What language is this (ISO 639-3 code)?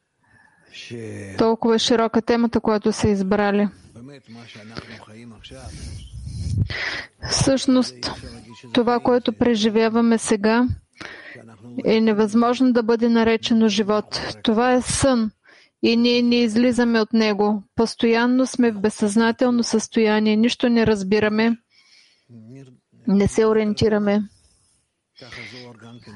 bul